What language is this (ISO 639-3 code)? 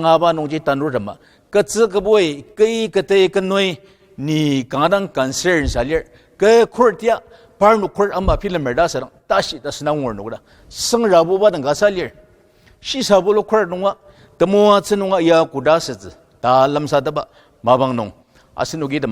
njo